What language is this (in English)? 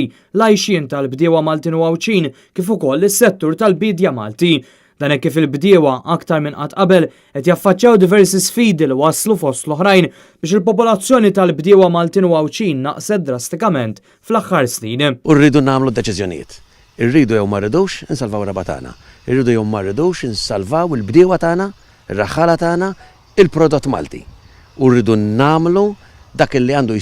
Maltese